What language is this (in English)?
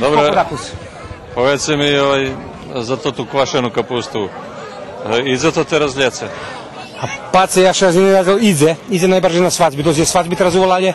Rusyn